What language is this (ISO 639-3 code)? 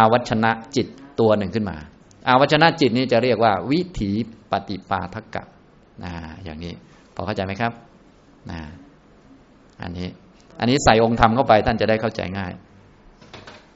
tha